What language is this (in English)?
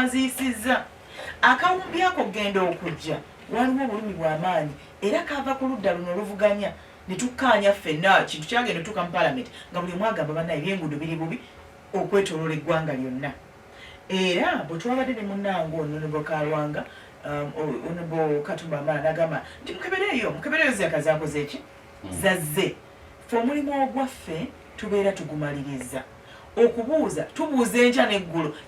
Ganda